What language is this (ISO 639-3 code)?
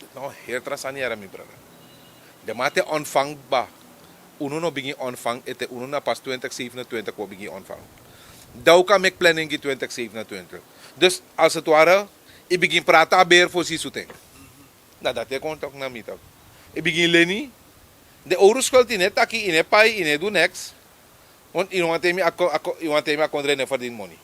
srn